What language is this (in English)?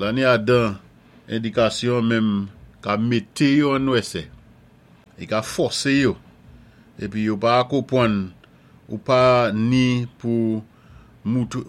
Saint Lucian Creole French